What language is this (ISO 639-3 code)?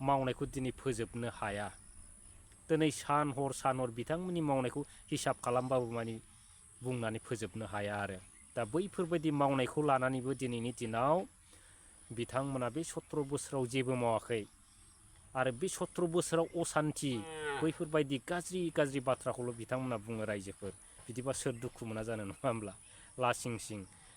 brx